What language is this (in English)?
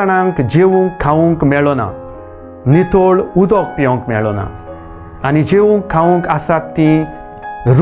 Konkani